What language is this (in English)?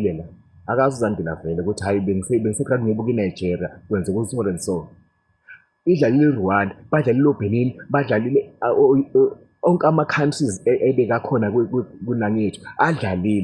Zulu